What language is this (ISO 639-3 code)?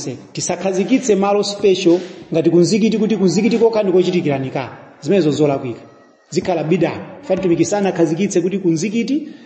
nya